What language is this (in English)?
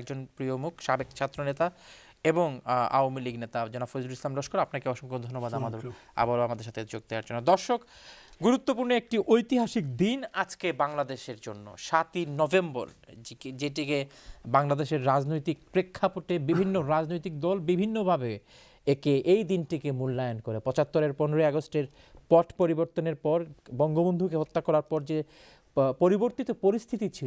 Bangla